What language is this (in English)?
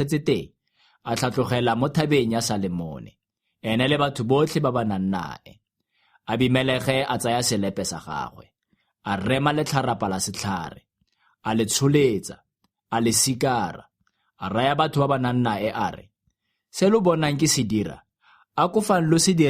Tswana